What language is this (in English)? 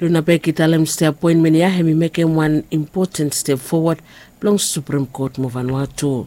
Bislama